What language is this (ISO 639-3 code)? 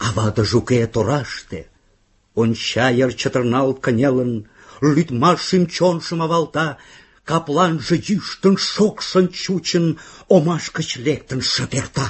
chm